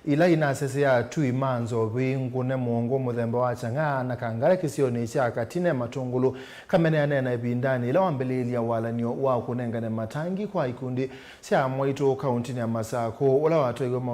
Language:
Kamba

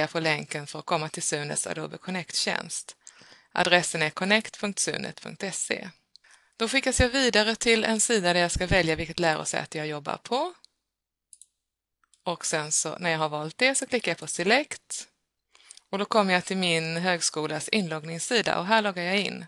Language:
Swedish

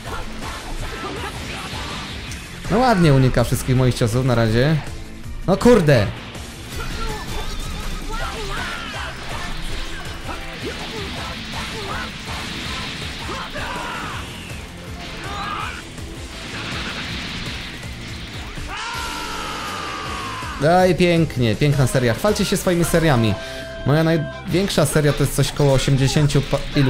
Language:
Polish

